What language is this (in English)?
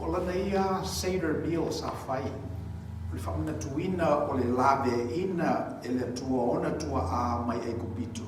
Samoan